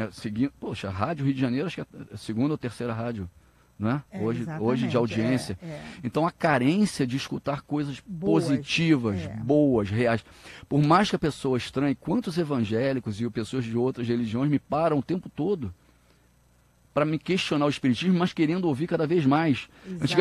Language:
Portuguese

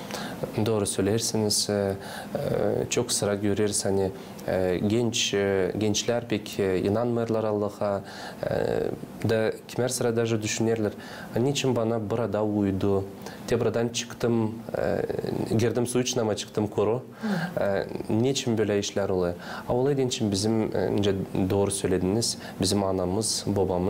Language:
Gagauz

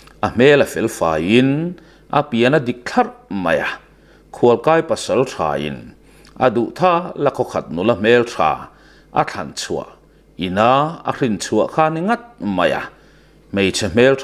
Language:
Mizo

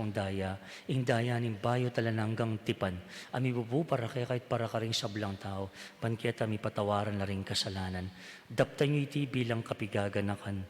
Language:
Pampanga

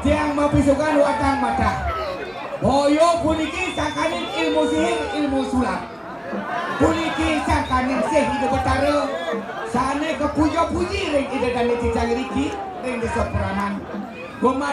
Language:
Balinese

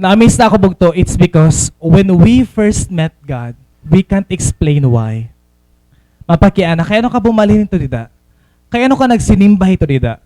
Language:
Waray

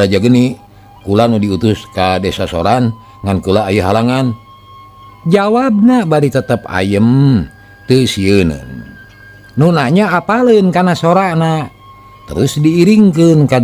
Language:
Sundanese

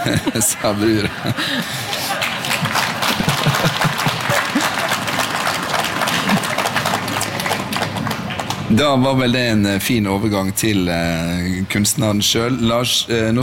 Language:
Norwegian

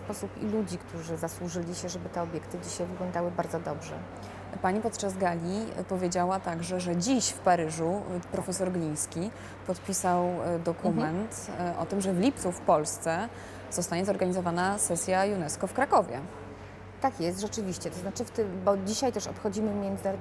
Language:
Polish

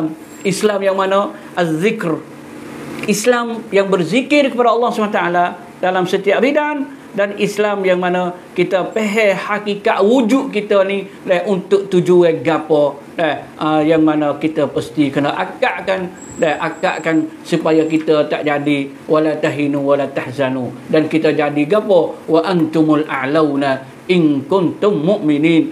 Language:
Malay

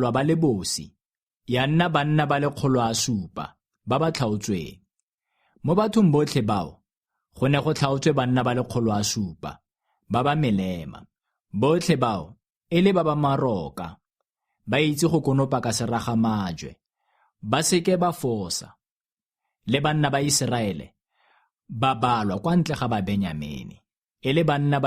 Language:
Tswana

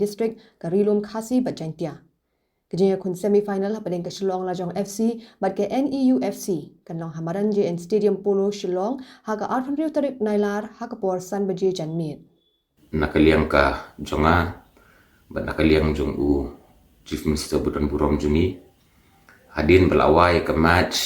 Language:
Khasi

